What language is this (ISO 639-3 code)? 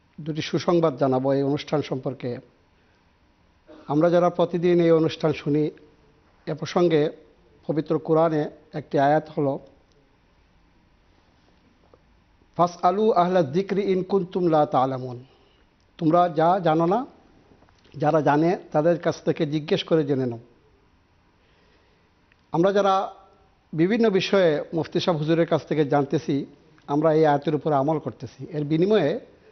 ben